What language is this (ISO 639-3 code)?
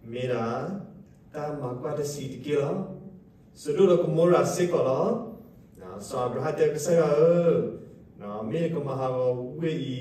ksw